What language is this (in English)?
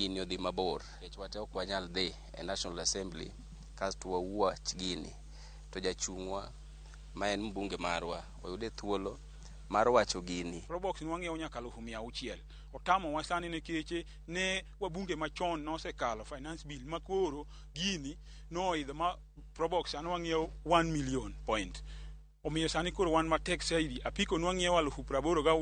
Luo (Kenya and Tanzania)